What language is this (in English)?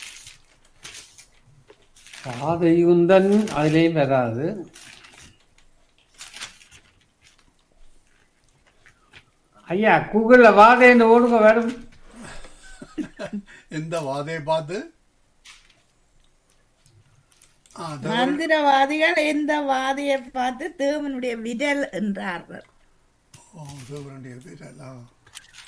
Tamil